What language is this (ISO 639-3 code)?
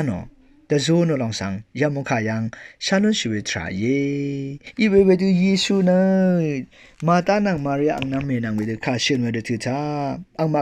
raw